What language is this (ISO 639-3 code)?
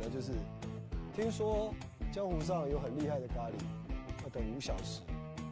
zho